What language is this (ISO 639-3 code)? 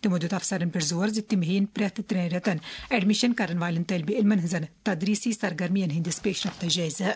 kas